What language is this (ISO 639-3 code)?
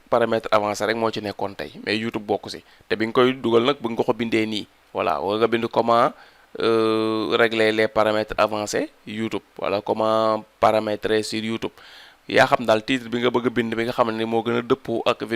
wol